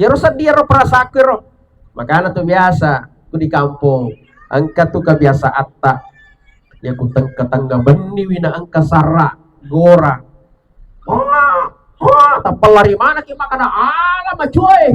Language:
Buginese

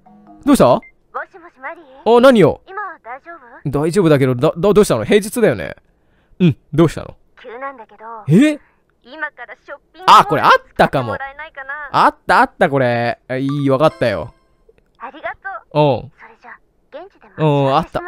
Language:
Japanese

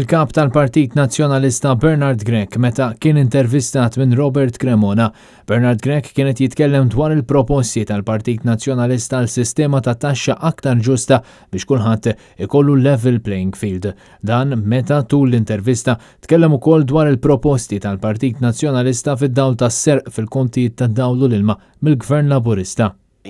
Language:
Maltese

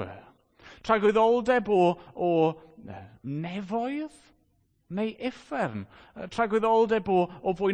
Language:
Welsh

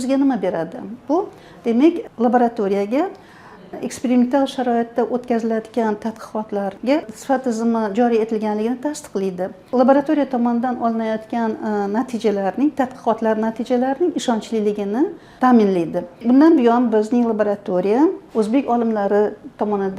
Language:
Uzbek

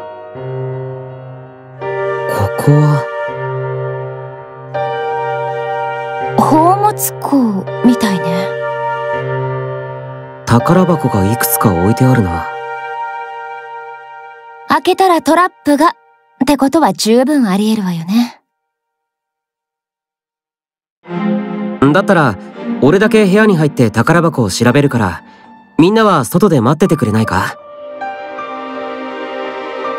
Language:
Japanese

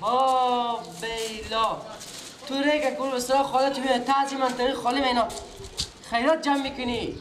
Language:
Persian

